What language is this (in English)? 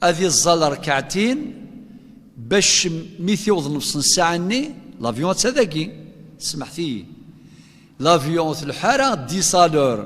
Kabyle